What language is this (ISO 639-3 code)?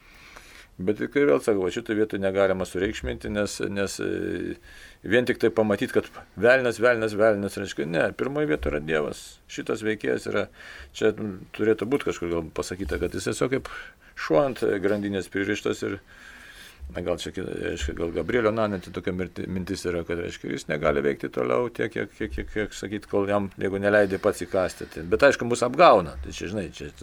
lit